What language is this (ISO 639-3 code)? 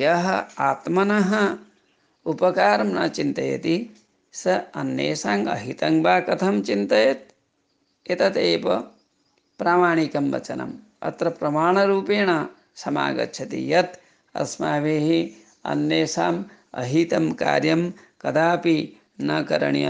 san